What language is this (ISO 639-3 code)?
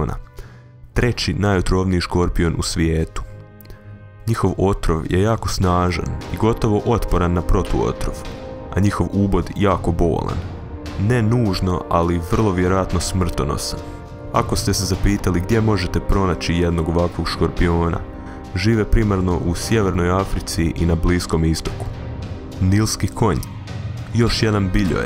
hrv